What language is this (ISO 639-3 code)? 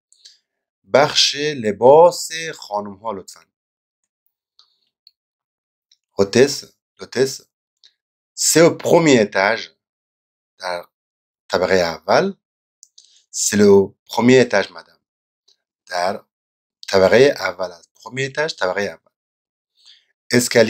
fas